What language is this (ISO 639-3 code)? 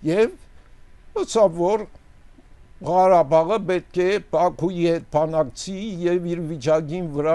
hye